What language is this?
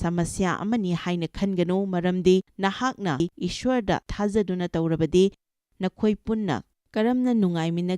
Manipuri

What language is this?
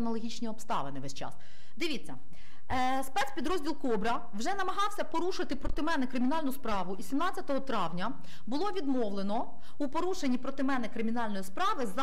Ukrainian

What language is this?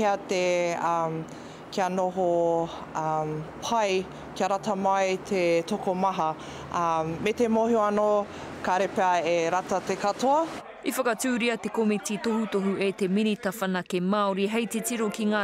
Māori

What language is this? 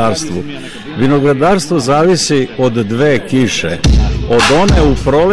Serbian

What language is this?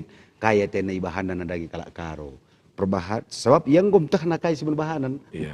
Batak Karo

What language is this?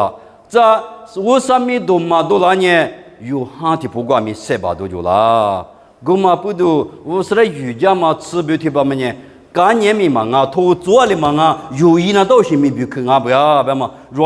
Lisu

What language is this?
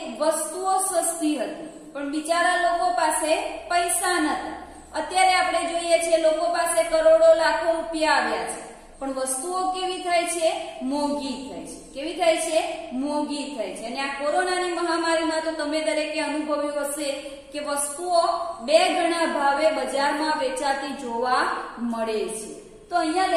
Gujarati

